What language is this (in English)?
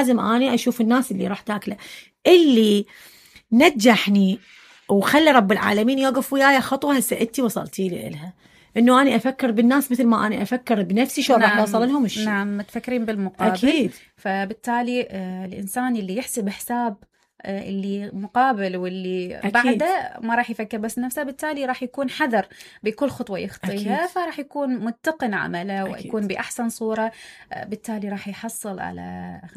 Mesopotamian Arabic